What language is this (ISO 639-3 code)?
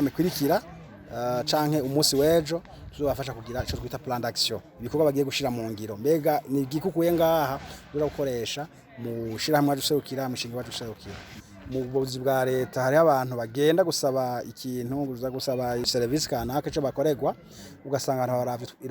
run